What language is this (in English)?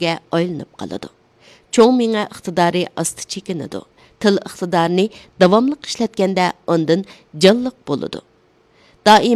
Uyghur